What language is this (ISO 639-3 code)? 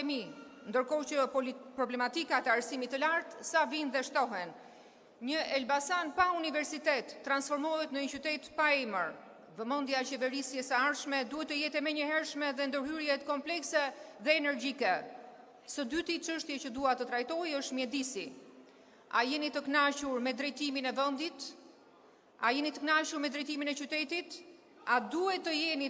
sqi